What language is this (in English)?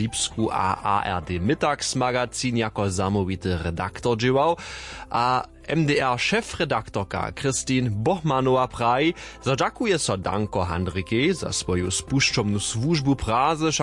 Upper Sorbian